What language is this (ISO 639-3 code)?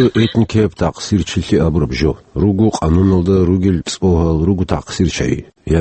ava